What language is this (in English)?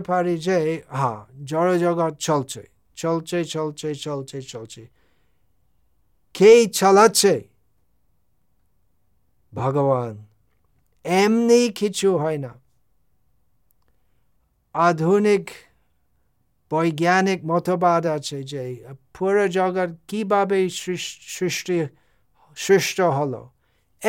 Bangla